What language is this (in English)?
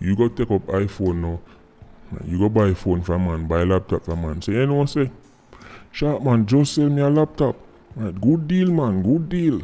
Jamaican Creole English